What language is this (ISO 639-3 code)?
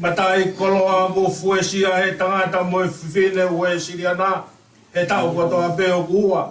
ton